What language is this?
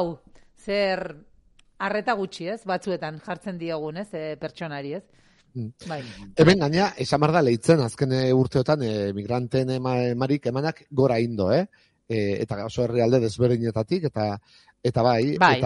Basque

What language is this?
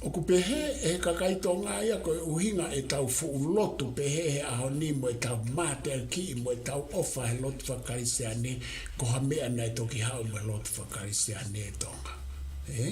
Tongan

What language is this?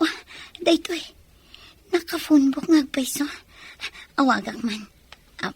Iloko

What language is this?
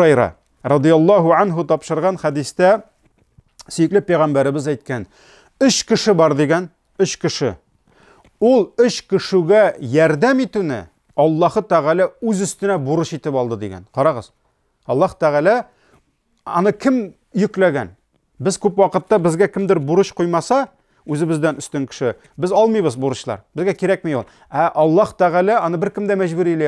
Tatar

